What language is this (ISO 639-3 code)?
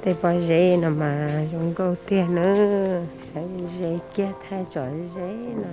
hmn